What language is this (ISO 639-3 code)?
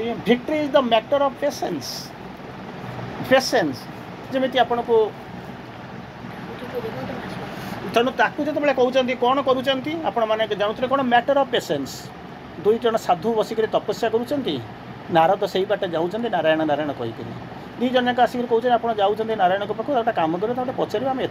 ori